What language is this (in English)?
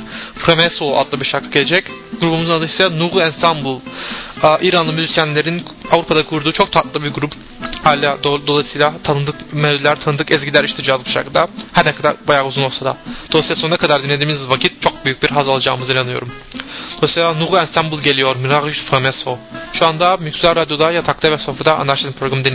Turkish